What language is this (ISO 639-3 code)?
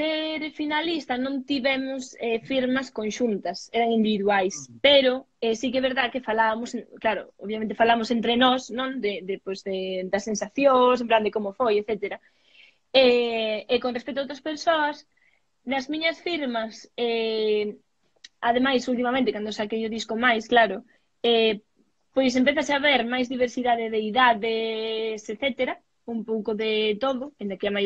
glg